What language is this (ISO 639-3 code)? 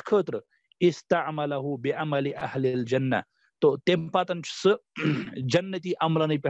kas